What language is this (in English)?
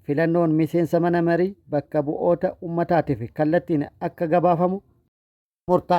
Oromo